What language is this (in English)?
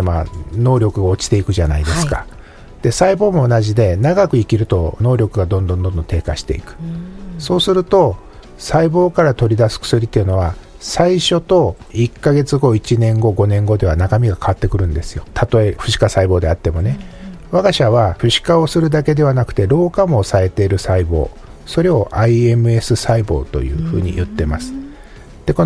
Japanese